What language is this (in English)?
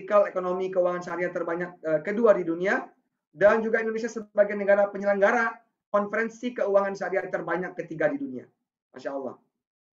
Indonesian